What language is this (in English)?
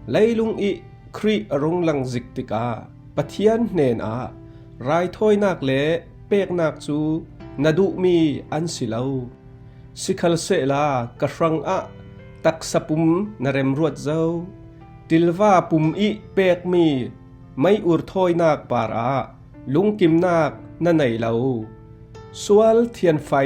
Falam Chin